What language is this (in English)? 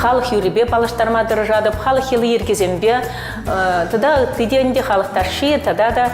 Chuvash